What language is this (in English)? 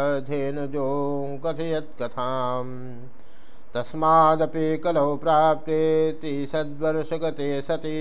Sanskrit